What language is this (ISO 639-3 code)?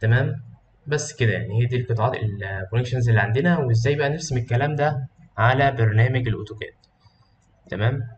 arz